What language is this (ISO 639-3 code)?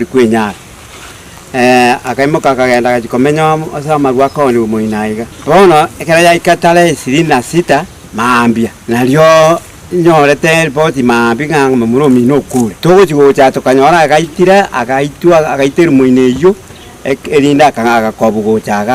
guz